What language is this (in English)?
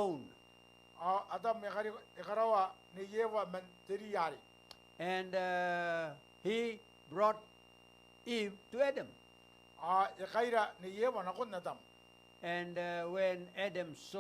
Gilbertese